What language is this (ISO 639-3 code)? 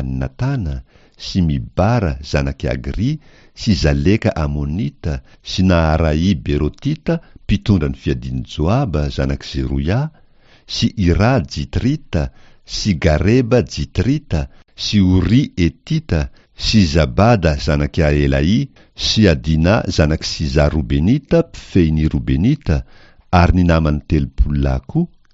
mlg